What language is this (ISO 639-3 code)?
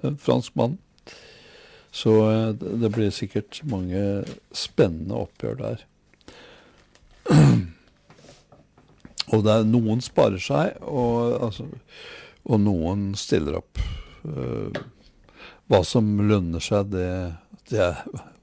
nor